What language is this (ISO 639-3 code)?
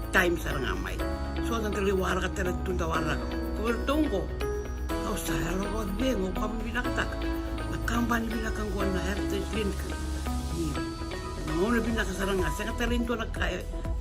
fij